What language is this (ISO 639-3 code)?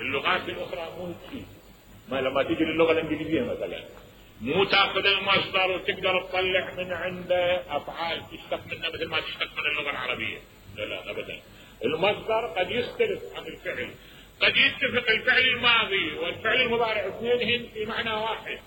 acm